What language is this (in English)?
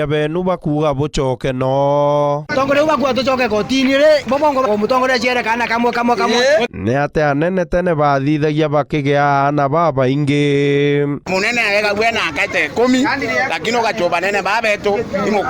Meru